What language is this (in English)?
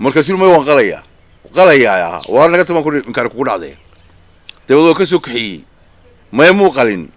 Somali